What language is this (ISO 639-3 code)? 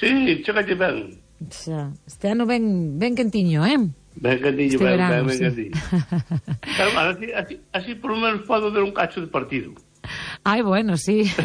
glg